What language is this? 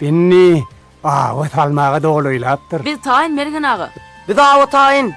Turkmen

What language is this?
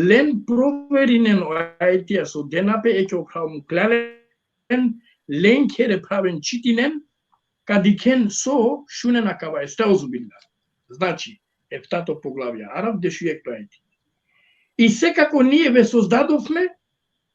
Balkan Romani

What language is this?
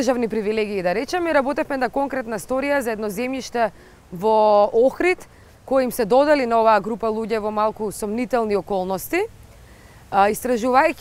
Macedonian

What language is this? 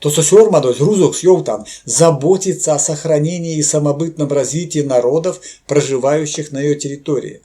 Erzya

